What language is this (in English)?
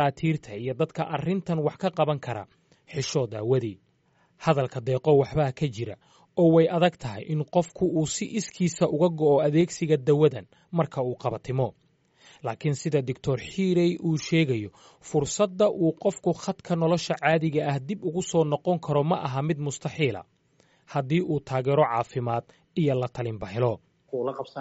Somali